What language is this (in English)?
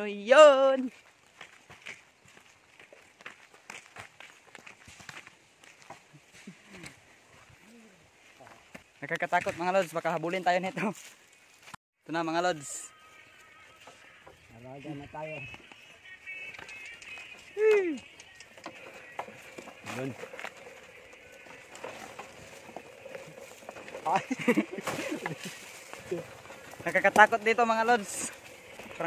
Filipino